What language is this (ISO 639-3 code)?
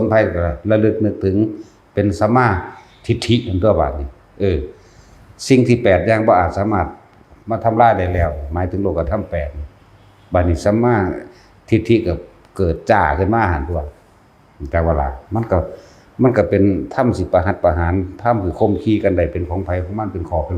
tts